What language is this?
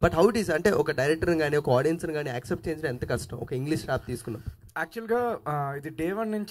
Telugu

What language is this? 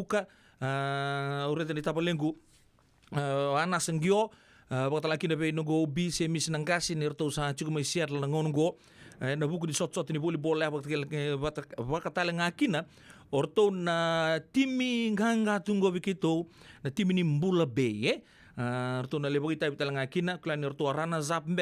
Fijian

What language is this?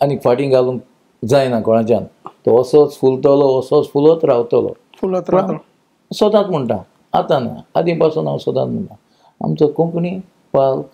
Konkani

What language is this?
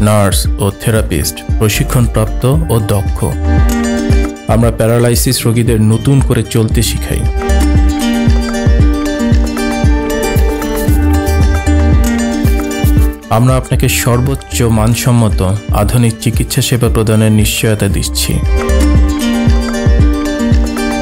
Bangla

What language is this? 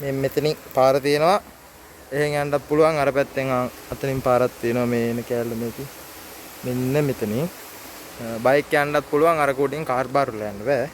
Sinhala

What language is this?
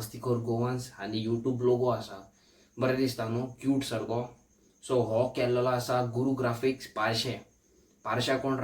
Konkani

